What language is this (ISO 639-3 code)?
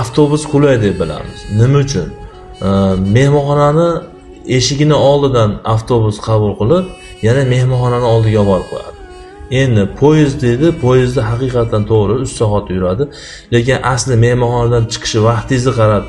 uzb